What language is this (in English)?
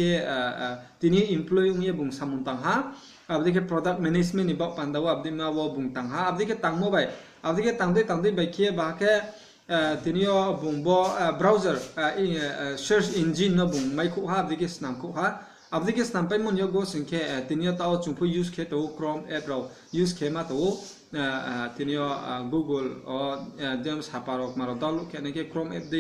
Riang (India)